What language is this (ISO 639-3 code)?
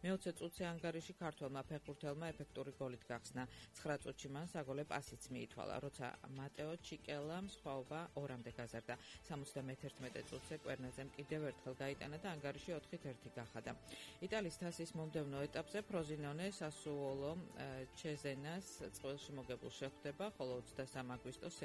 kat